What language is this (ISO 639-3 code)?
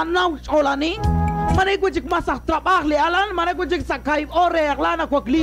kek